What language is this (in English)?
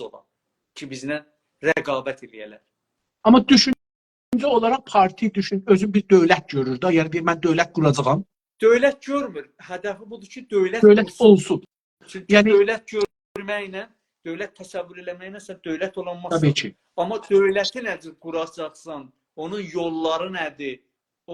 South Azerbaijani